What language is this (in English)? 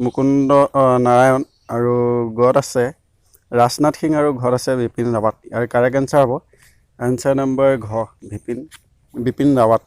Assamese